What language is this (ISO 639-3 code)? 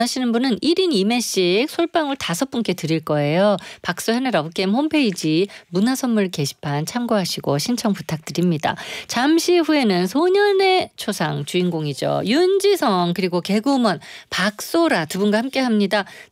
kor